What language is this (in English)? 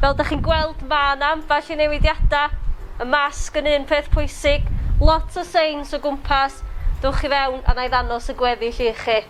Welsh